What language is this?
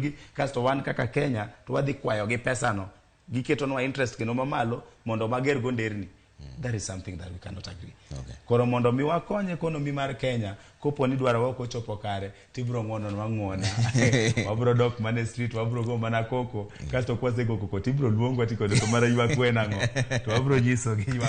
Luo (Kenya and Tanzania)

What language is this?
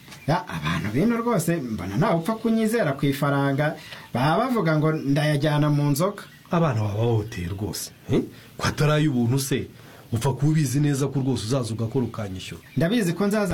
Kinyarwanda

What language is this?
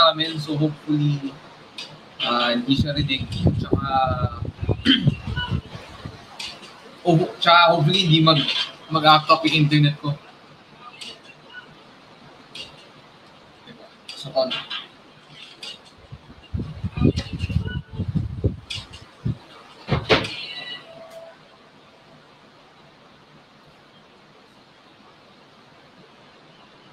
Filipino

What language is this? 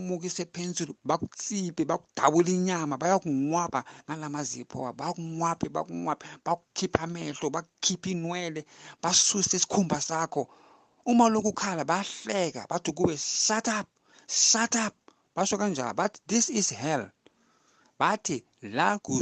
Zulu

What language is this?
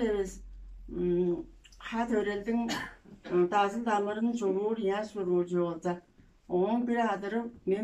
Tuvinian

